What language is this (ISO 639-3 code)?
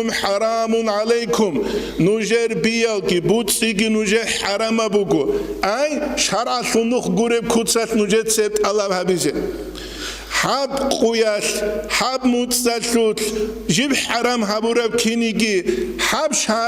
ava